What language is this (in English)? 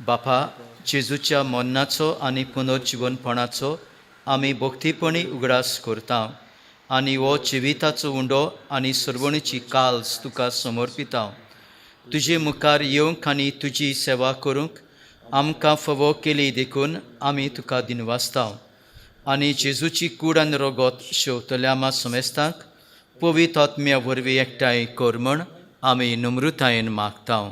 Konkani